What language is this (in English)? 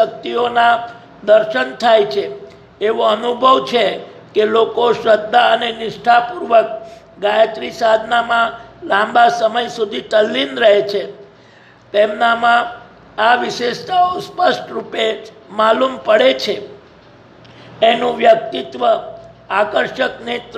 Gujarati